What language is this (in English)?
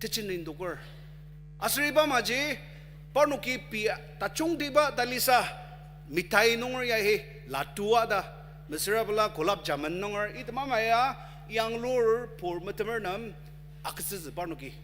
Ao Naga